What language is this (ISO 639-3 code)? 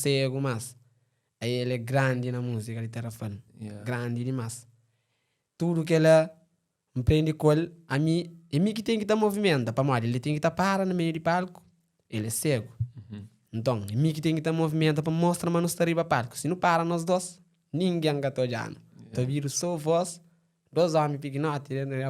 kea